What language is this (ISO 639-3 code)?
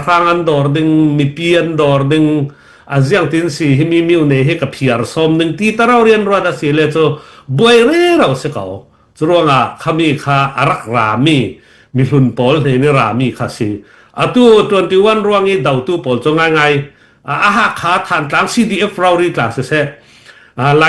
cnh